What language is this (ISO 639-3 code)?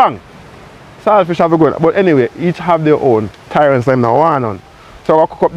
jam